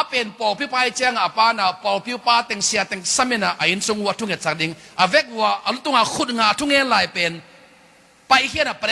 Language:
Tedim Chin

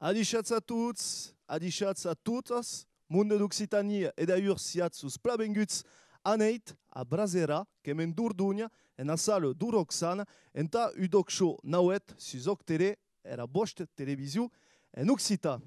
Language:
Occitan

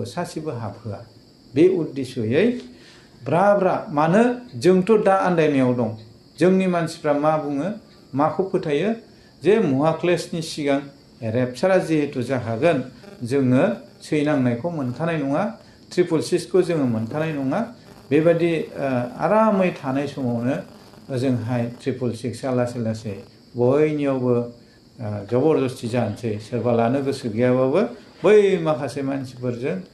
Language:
Bodo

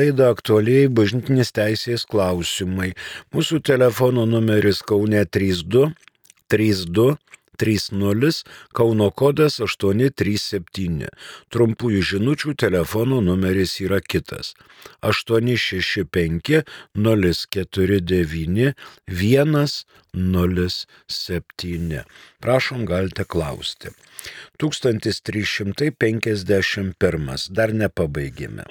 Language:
Lithuanian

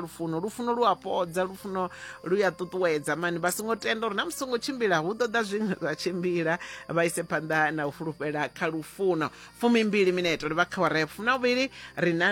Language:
Venda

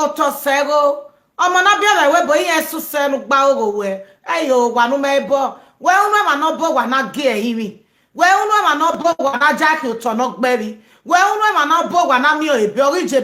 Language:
Nigerian Pidgin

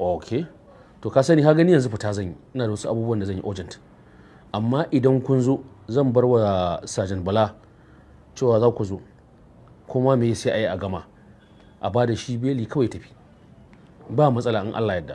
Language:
Hausa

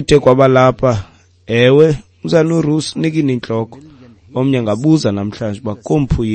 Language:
Xhosa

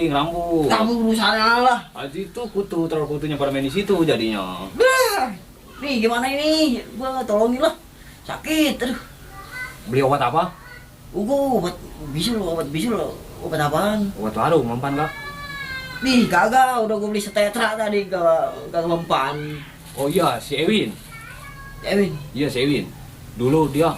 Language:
Betawi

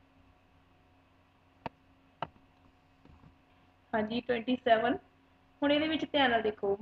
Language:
Punjabi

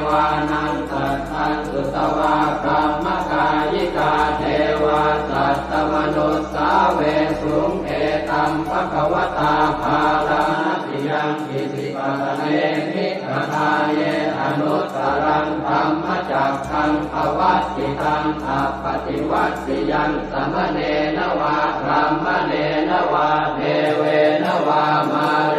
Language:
Pali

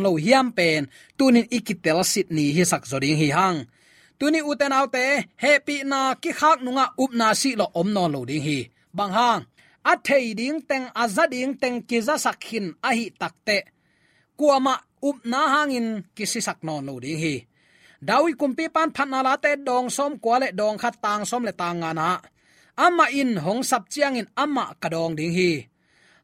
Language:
Tedim Chin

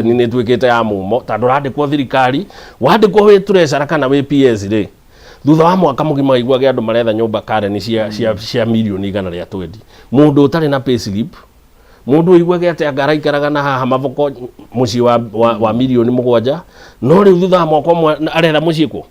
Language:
Kikuyu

